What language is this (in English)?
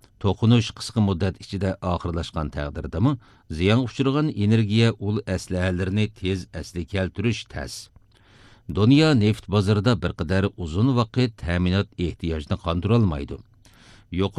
Uyghur